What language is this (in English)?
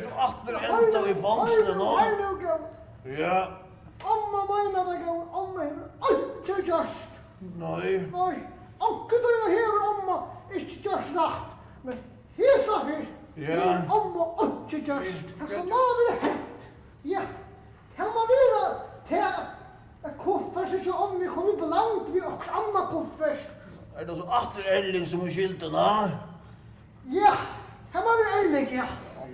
Faroese